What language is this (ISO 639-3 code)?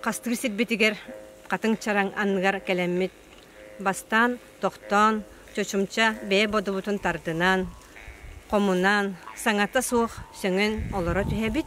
sah